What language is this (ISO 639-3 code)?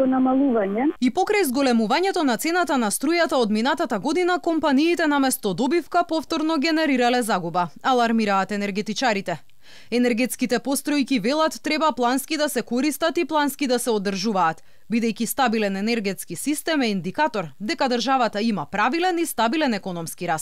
mkd